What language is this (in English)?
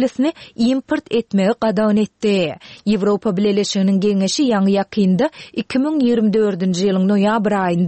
Turkmen